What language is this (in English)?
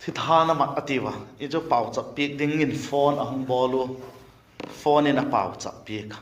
Vaiphei